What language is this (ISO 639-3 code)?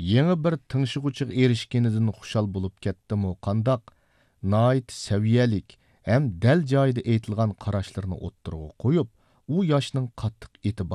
uig